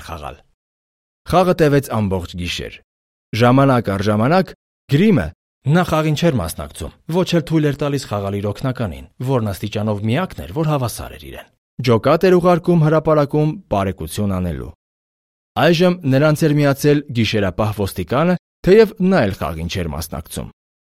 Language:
Armenian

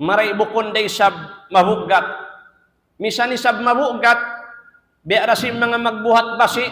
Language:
Tausug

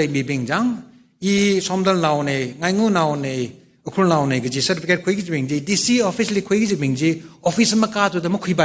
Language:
Tangkhul Naga (India)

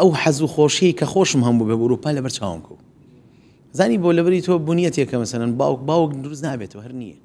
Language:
Central Kurdish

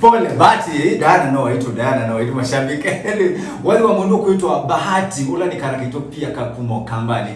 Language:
Kamba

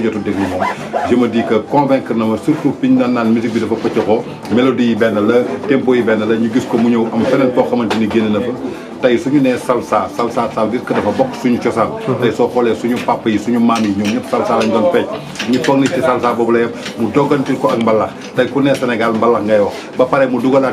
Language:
Wolof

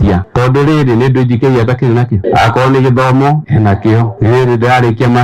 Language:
Kikuyu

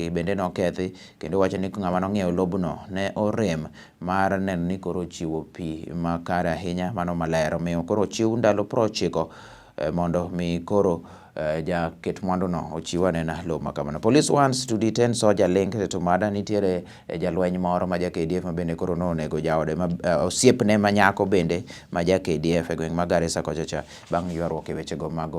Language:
Luo (Kenya and Tanzania)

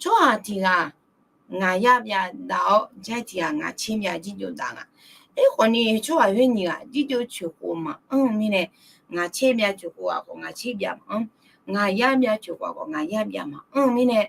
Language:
Akha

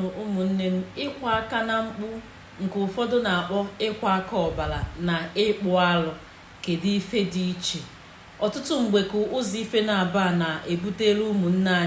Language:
Igbo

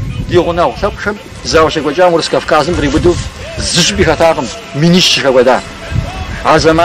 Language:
Kabardian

